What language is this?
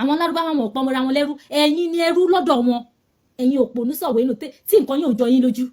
Yoruba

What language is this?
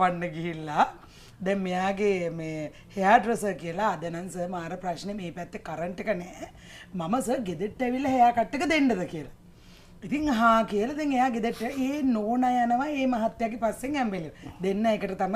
Sinhala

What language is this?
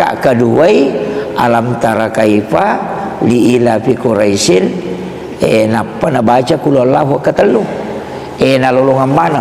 Buginese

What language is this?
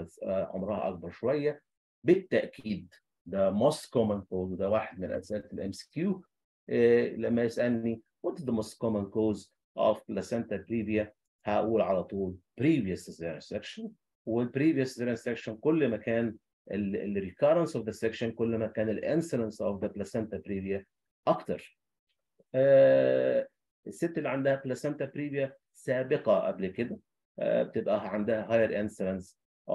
Egyptian Arabic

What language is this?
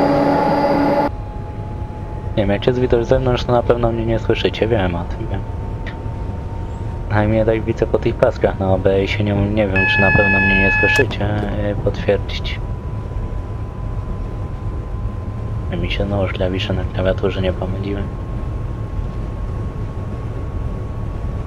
Polish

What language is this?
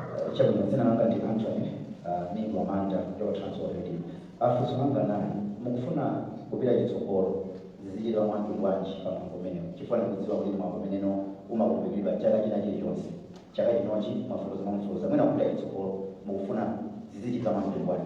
Nyanja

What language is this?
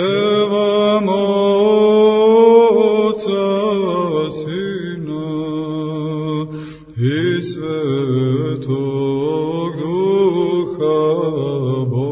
Serbian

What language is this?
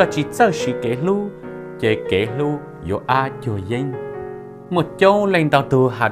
Hmong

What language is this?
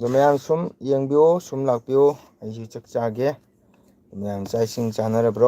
Manipuri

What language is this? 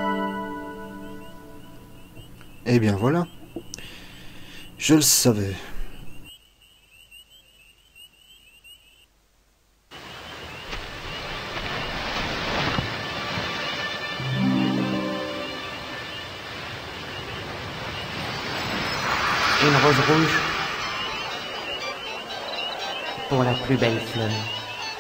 French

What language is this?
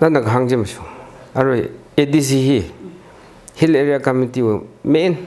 Tangkhul Naga (India)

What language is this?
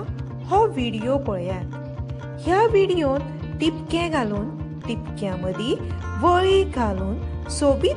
Konkani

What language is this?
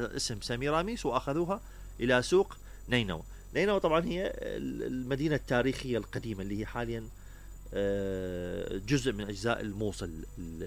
Mesopotamian Arabic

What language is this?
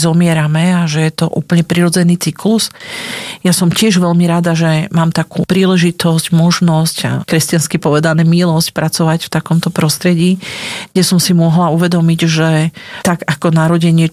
Slovak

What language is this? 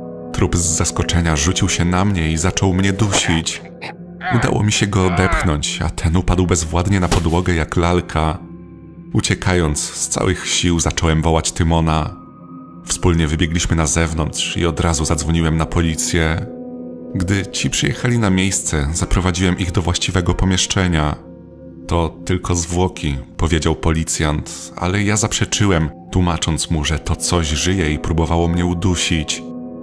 Polish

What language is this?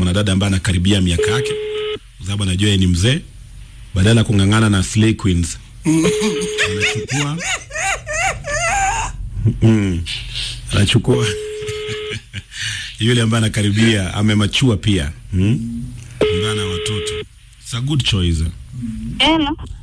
Swahili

